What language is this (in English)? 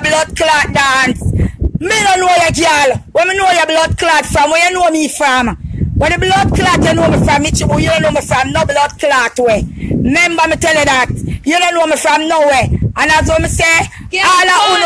Jamaican Creole English